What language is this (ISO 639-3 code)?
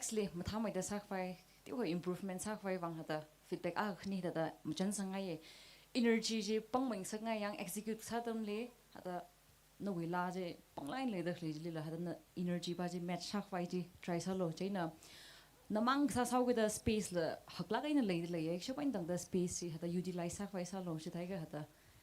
nmf